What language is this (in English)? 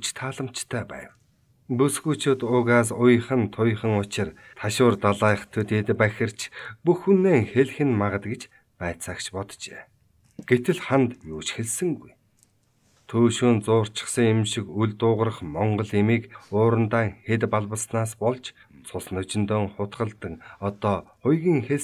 Mongolian